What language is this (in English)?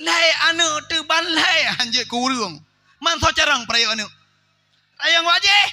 Achinese